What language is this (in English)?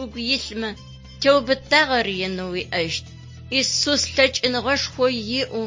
Adyghe